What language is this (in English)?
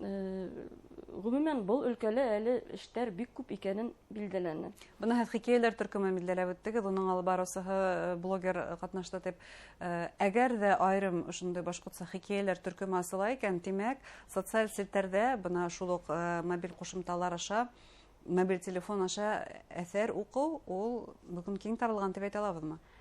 Bashkir